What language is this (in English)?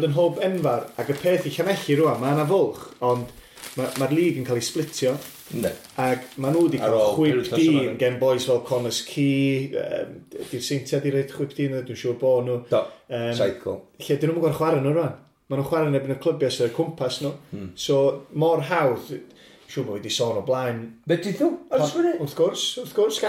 Welsh